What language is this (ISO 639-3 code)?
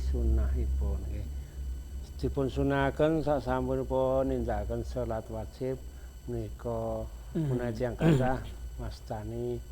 jav